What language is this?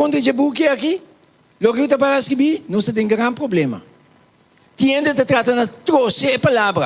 Papiamento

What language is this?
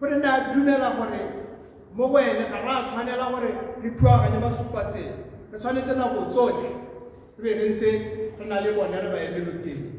Tswana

